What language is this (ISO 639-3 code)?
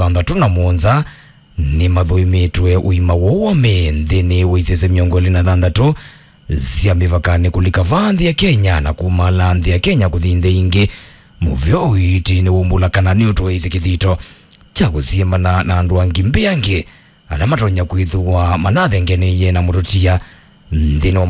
kam